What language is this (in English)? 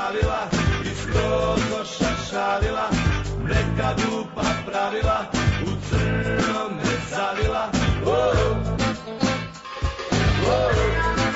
Serbian